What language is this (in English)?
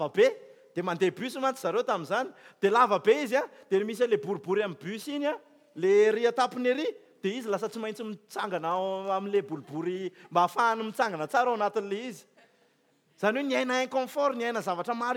Malagasy